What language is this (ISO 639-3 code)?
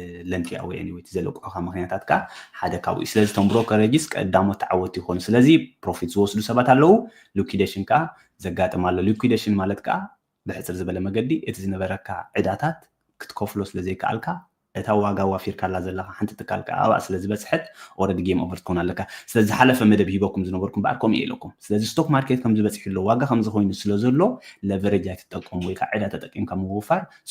tir